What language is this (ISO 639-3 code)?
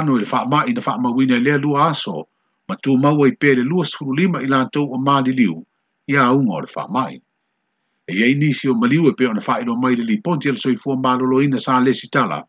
smo